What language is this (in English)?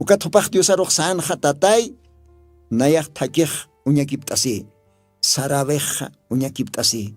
Aymara